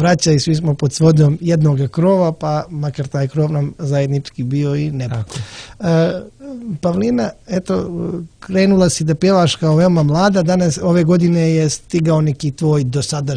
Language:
Serbian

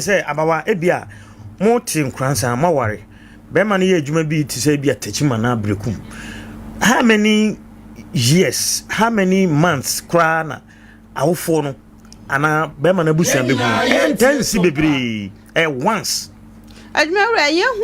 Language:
Akan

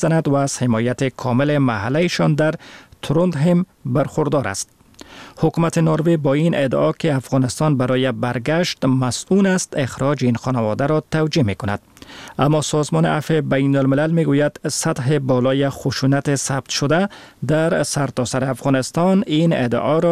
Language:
Persian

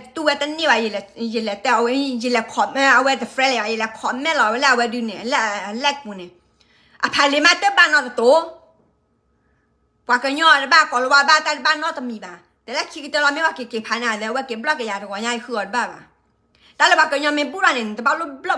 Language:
S'gaw Karen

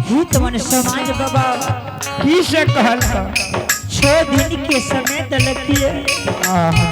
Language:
Angika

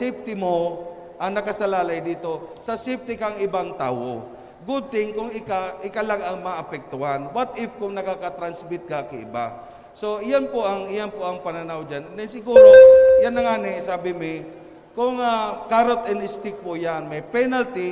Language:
Bikol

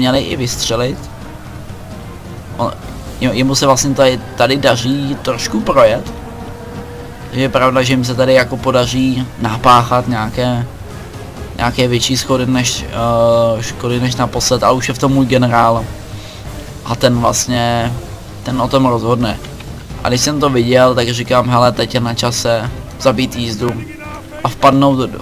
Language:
Czech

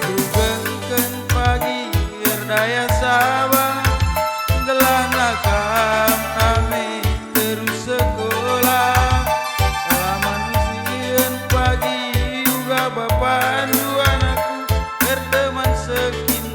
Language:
Batak Karo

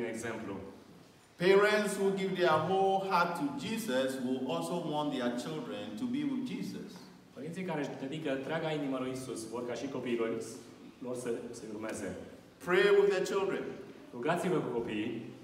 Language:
Romanian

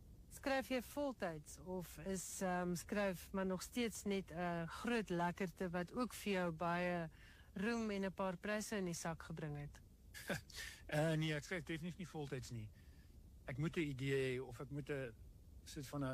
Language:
Afrikaans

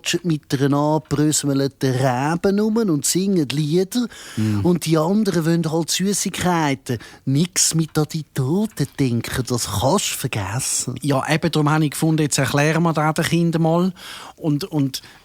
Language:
Swiss German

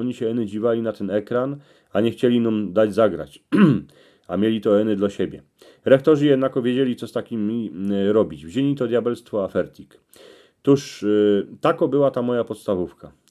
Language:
Silesian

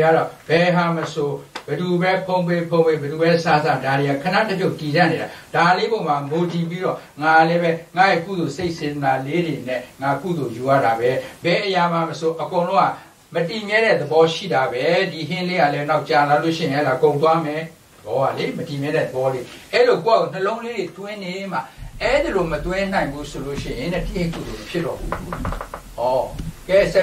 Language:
Burmese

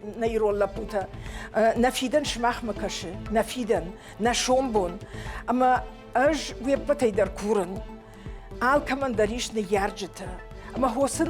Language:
Ossetic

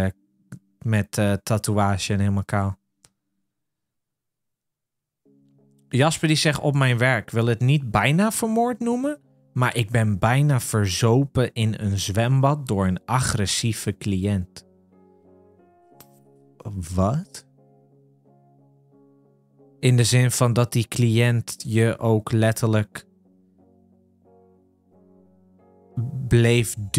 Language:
Dutch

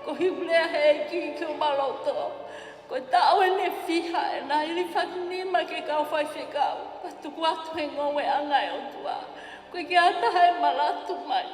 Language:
Tongan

